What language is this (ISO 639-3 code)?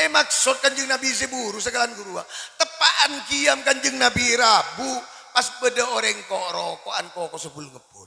mad